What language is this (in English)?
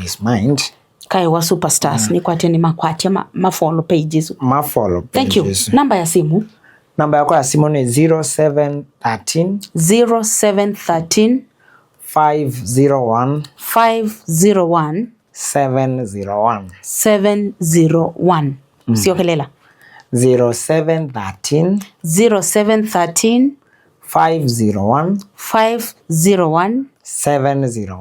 Kamba